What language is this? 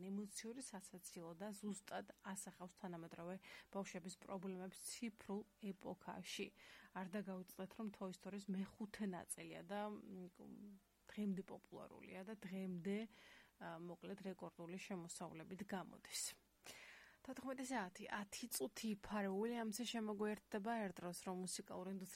Georgian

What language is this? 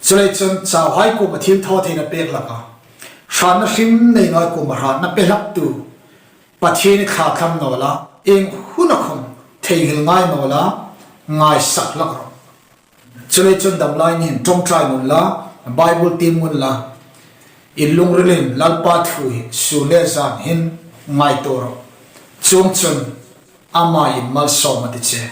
Hmar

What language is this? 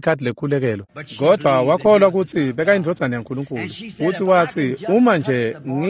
Swati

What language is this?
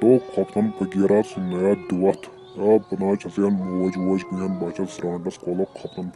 Kashmiri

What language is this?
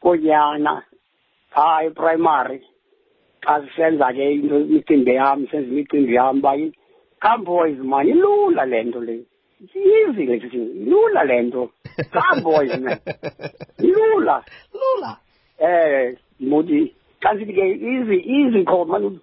Xhosa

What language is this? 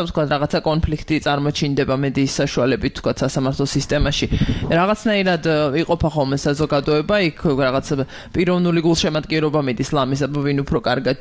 Georgian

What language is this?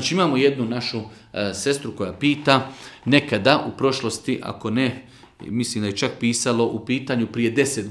Bosnian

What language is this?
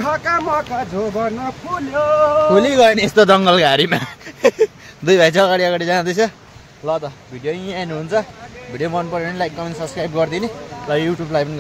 Nepali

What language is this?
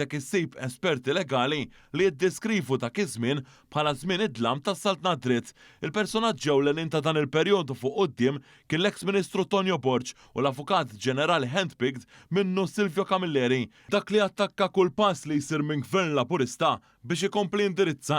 Maltese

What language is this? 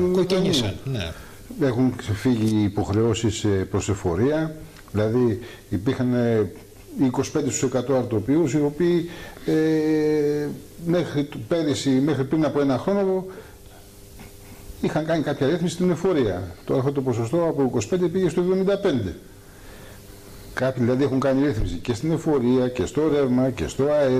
Greek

